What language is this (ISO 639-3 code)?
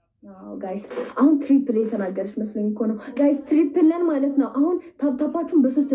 amh